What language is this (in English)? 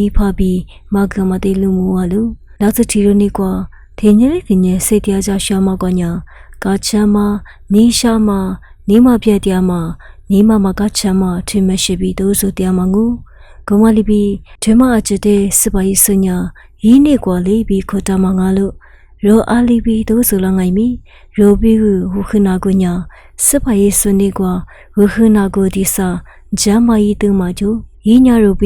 Lisu